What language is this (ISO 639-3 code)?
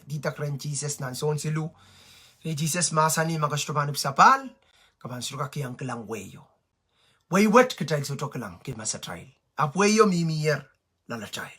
pon